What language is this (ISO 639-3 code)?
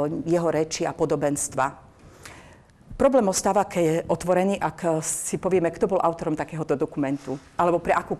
slk